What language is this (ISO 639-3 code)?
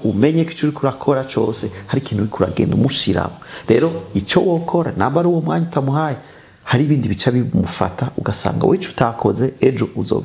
run